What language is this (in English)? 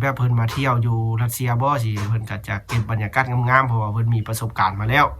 Lao